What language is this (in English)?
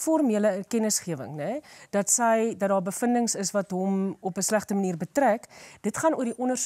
Afrikaans